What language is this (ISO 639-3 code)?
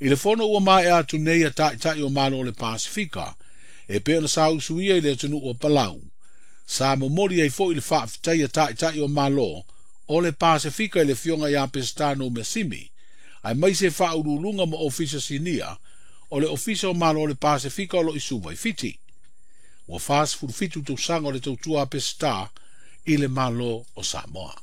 smo